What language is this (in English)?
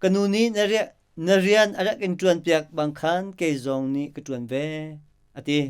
Hakha Chin